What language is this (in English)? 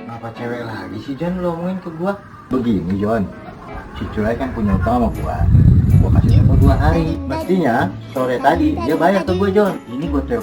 Betawi